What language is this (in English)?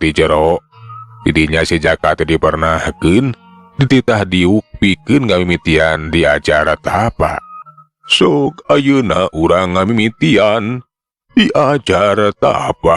Sundanese